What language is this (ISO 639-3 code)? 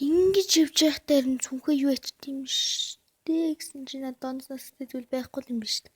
mon